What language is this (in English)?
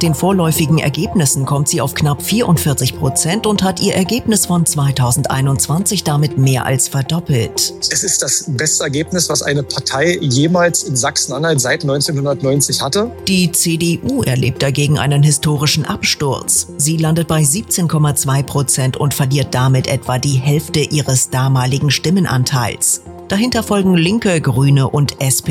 German